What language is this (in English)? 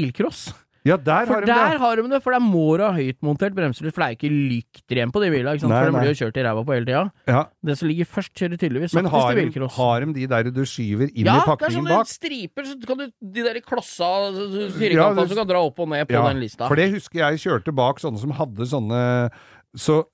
Norwegian